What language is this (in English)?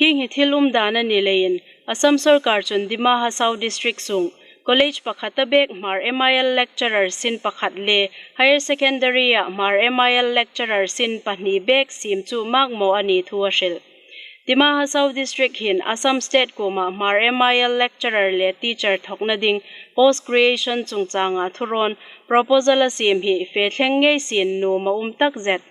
Hmar